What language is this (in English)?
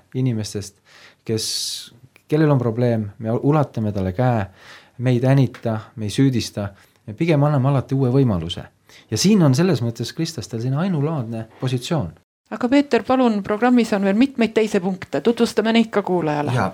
Estonian